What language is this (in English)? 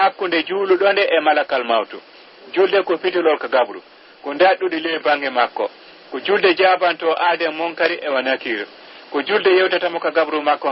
Fula